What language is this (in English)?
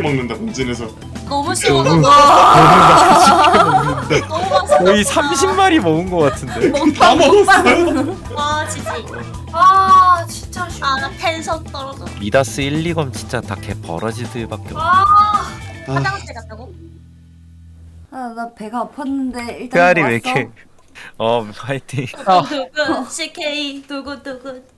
Korean